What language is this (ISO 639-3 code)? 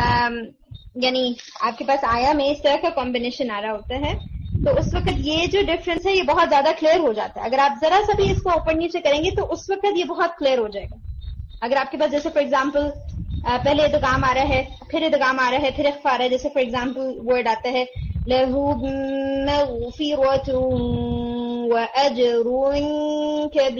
urd